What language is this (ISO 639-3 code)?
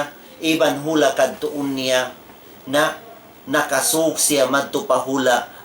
tsg